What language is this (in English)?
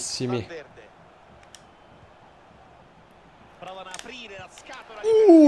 Italian